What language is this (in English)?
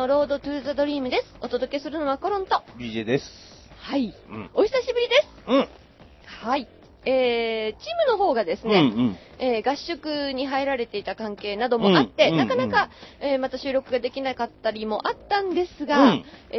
Japanese